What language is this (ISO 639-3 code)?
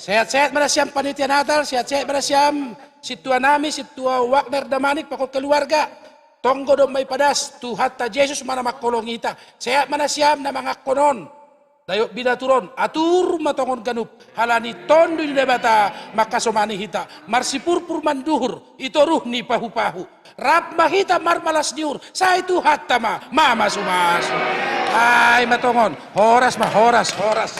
bts